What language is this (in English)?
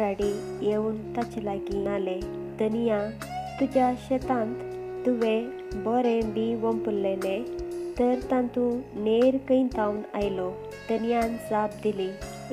Konkani